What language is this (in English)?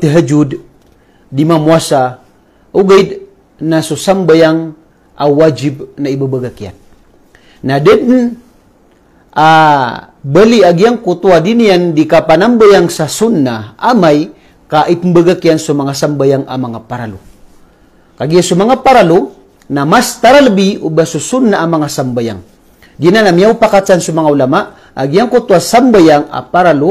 Maranao